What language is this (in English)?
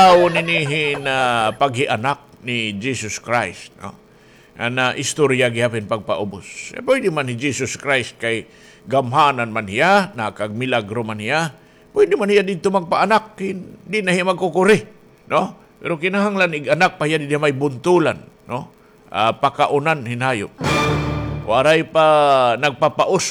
Waray